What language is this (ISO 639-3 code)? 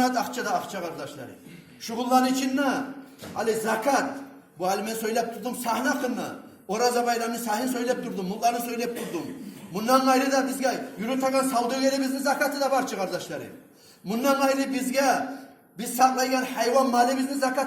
kum